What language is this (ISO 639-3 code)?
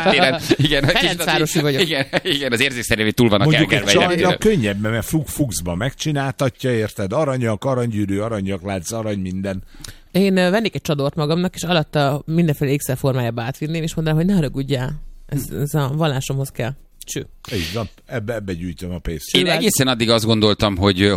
hun